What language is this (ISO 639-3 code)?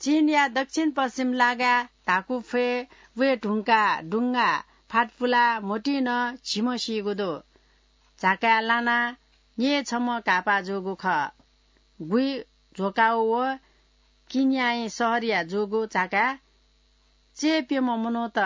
new